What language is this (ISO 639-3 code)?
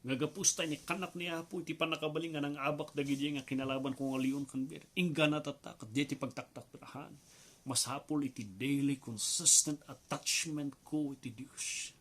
ilo